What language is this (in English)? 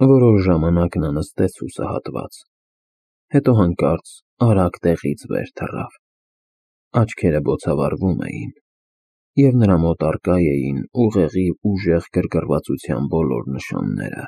Armenian